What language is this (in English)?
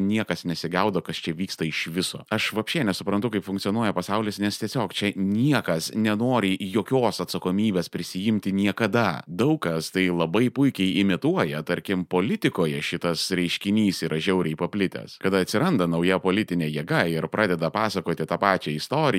Lithuanian